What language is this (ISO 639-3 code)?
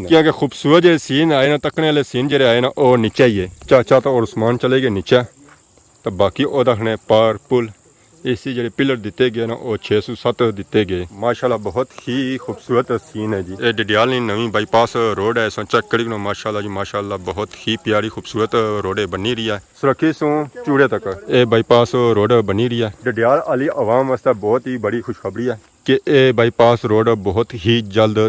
phr